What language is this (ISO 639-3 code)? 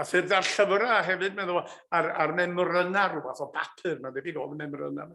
cym